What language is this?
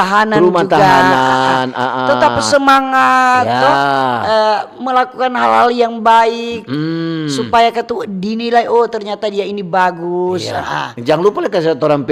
Manado Malay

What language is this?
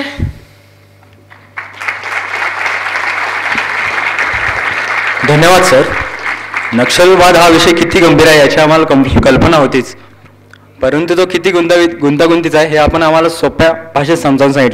Marathi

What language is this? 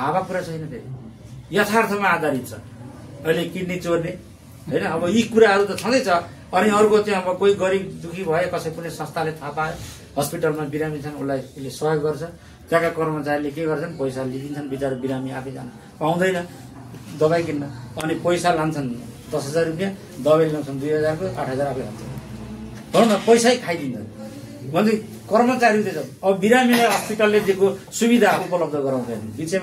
Nepali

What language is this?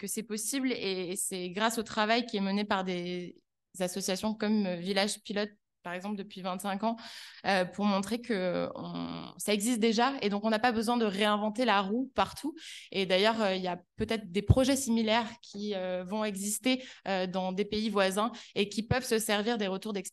French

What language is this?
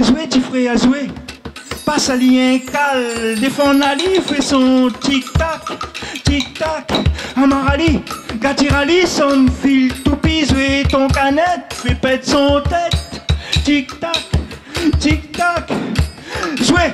Réunion Creole French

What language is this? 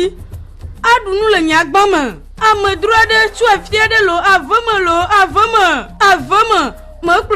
Ewe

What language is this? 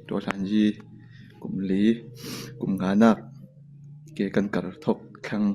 Falam Chin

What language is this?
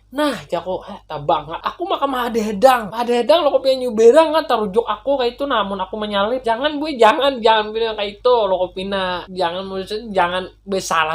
Banjar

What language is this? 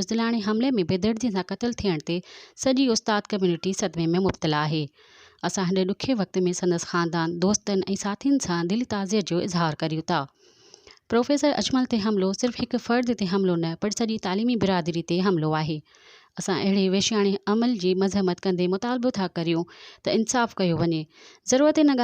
Sindhi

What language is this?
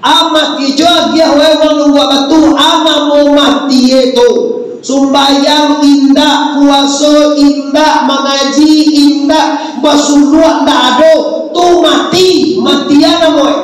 Minangkabau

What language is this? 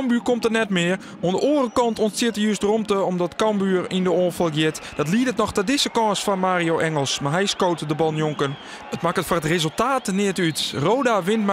Western Frisian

